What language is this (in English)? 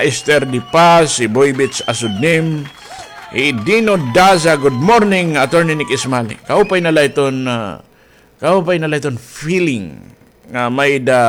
Waray